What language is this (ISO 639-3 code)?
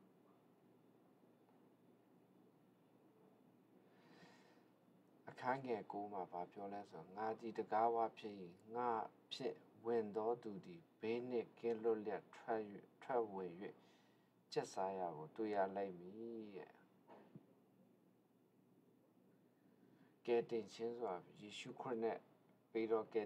mya